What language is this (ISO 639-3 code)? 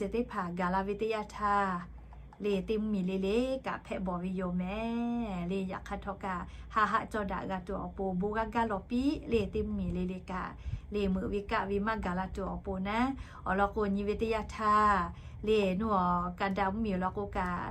lhu